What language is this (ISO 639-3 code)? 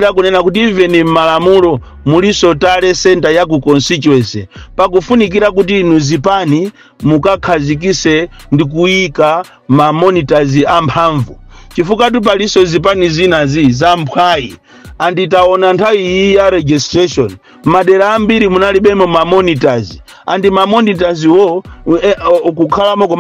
nya